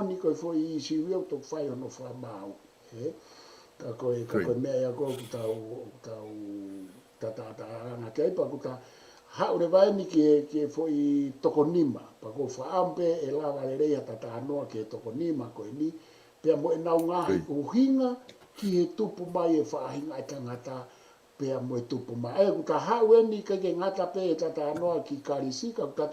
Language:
Tongan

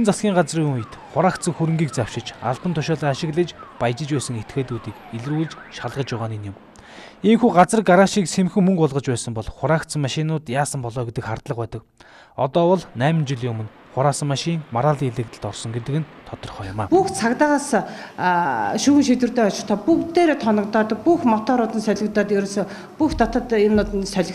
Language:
Mongolian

